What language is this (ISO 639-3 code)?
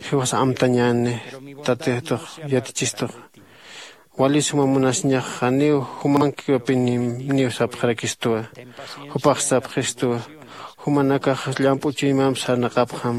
aym